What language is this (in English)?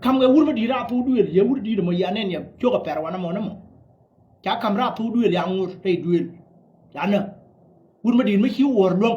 Nuer